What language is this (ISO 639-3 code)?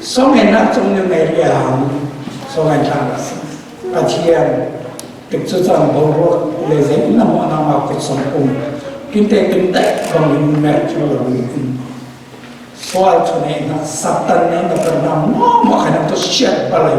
cfm